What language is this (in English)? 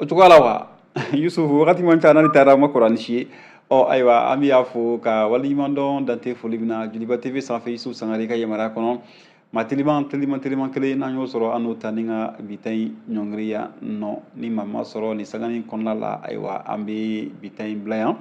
Bambara